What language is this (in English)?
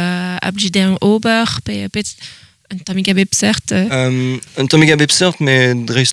Breton